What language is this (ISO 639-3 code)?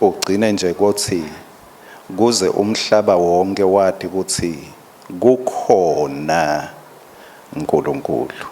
ssw